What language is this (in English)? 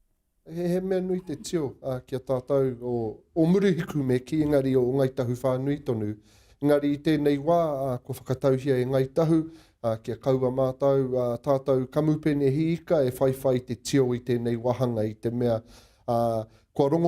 Māori